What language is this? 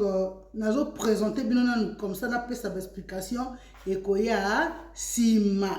Lingala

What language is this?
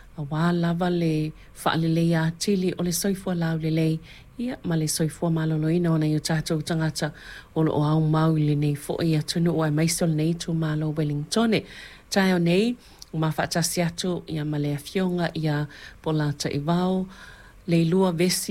Samoan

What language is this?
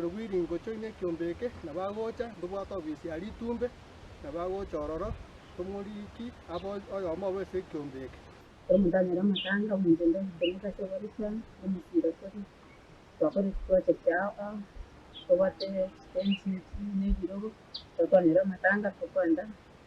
Gusii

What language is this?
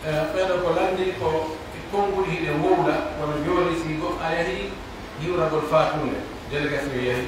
Pular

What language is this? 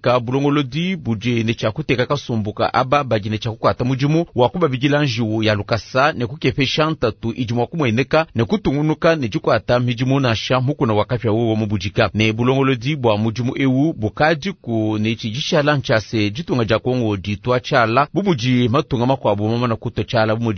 Luba-Lulua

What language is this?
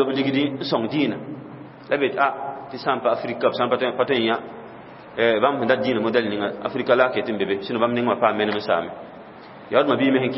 Mossi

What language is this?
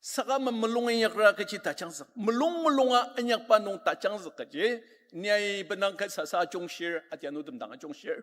Ao Naga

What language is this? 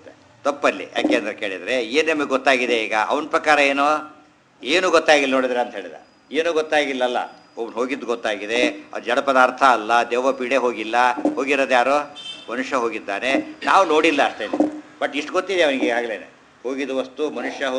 Kannada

